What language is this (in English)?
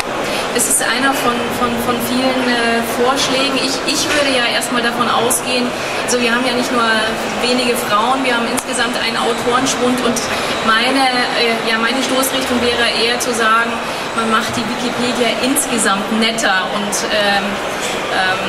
German